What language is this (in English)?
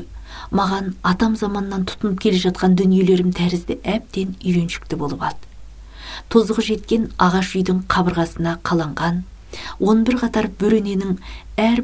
Kazakh